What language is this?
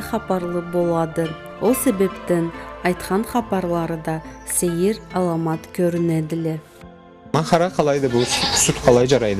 Karachay-Balkar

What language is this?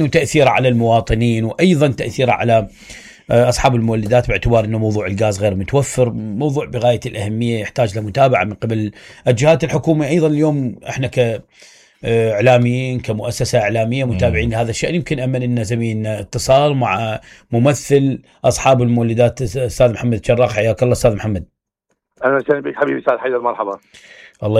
Mesopotamian Arabic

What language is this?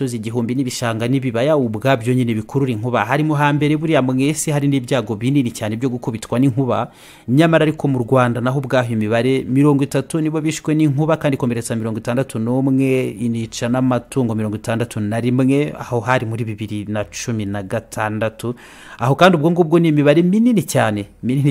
Kinyarwanda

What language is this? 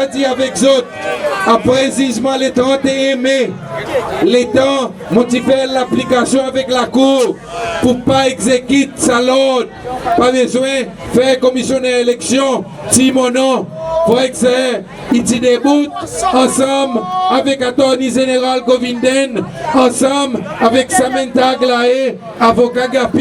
Seselwa Creole French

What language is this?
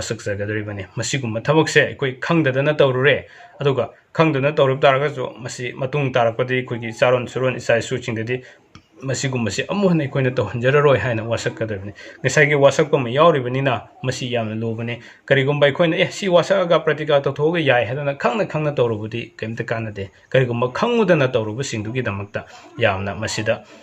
Manipuri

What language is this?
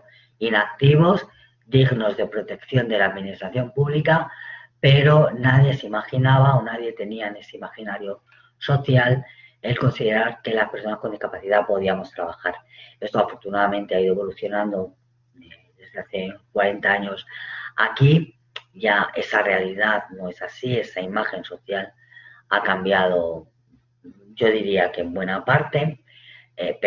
Spanish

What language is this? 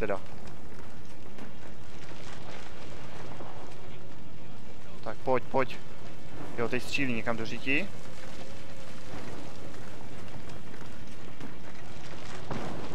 Czech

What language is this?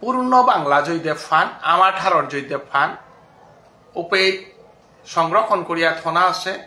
Bishnupriya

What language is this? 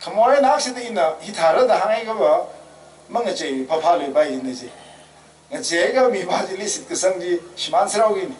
Tangkhul Naga (India)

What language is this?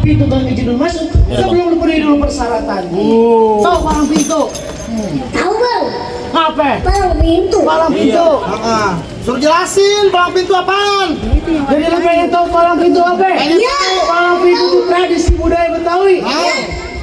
Betawi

